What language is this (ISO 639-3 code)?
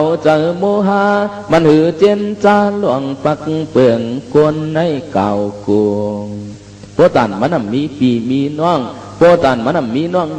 shn